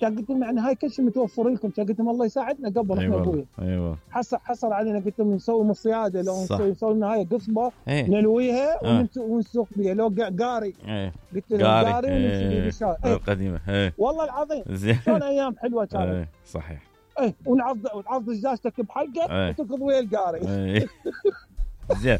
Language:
Mesopotamian Arabic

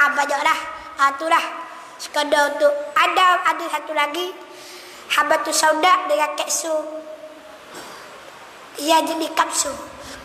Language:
Malay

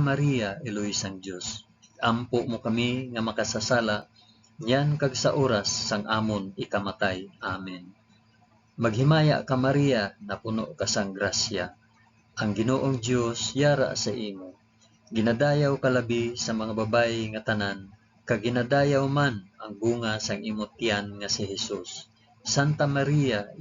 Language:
Hiligaynon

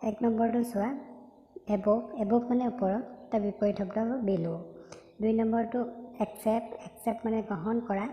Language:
Assamese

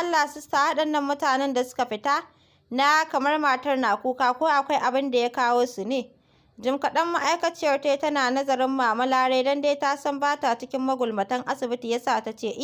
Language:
Hausa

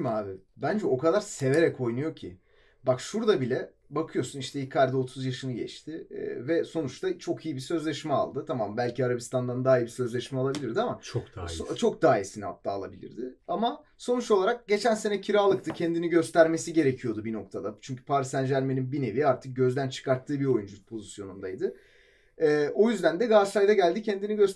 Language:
Turkish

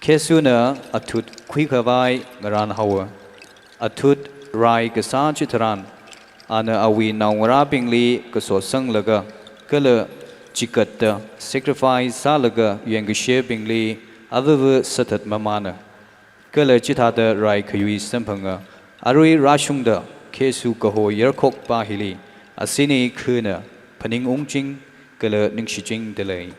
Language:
Tangkhul Naga (India)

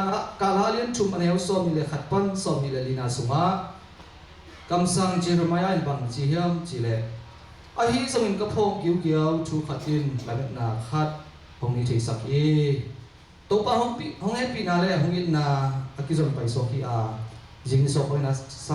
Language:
Tedim Chin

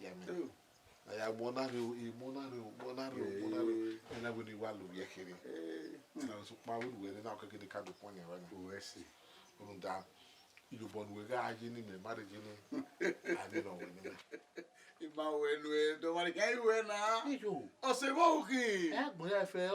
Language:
Bini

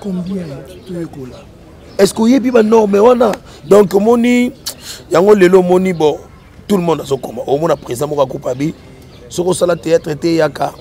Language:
Lingala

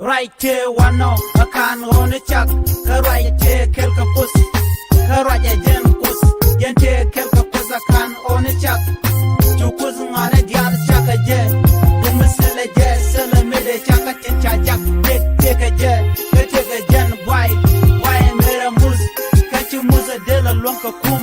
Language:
Nuer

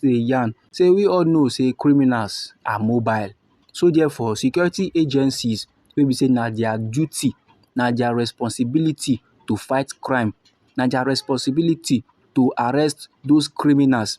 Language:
Nigerian Pidgin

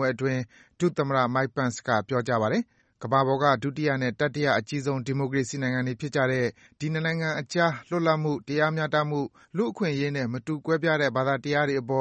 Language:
Burmese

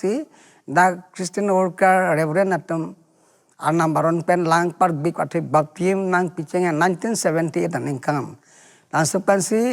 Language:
Karbi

